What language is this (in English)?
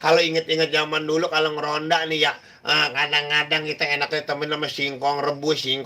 Betawi